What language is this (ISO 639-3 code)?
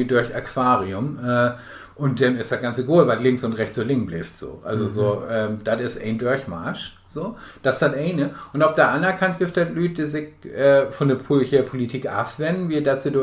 nds